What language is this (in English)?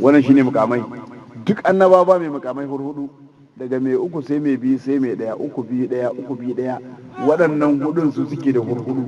Hausa